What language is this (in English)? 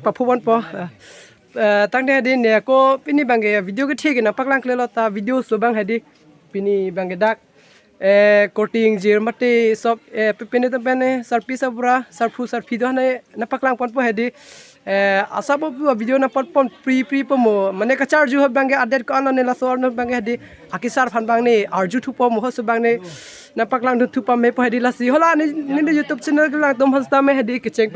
Karbi